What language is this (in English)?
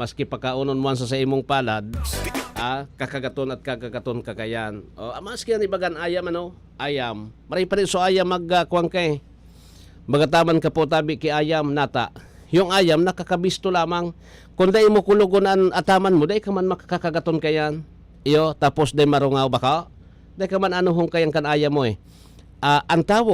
Bikol